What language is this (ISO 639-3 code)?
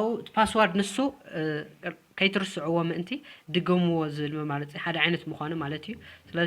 tir